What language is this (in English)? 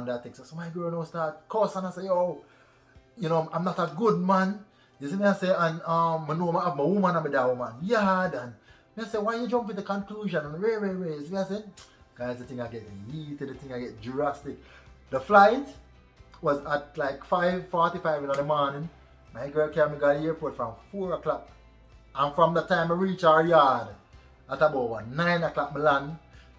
Jamaican Creole English